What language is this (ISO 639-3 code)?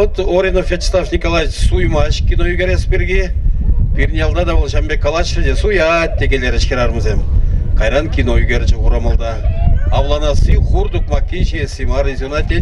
chv